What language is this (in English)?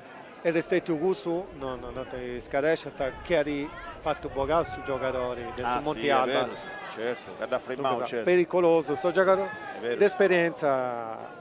Sardinian